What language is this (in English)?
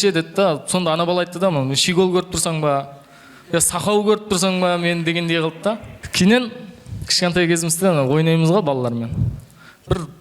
Kara-Kalpak